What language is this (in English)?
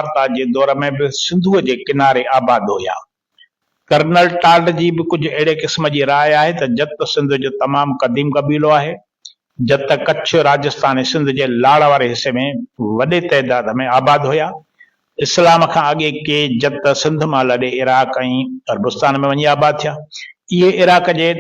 Sindhi